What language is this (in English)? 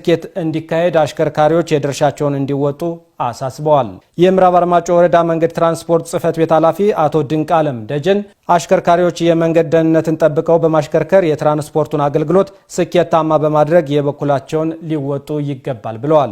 Amharic